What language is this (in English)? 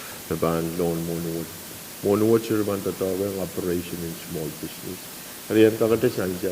Pohnpeian